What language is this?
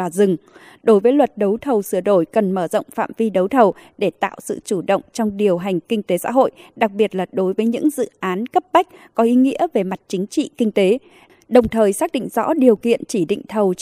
Vietnamese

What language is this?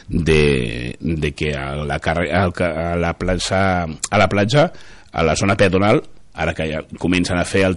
Catalan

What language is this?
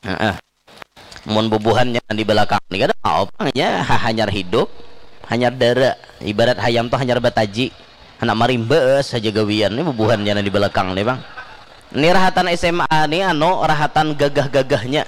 Banjar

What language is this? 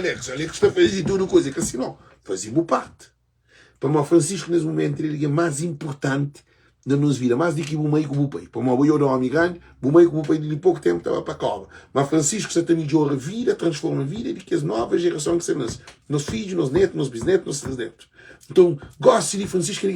Kabuverdianu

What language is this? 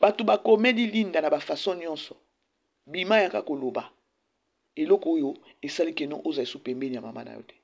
Lingala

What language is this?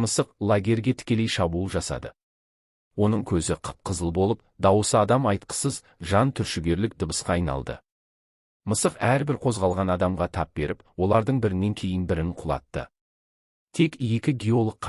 Kazakh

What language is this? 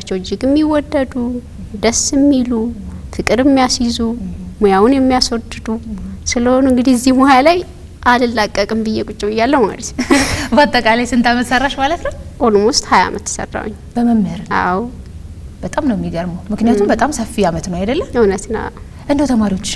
Amharic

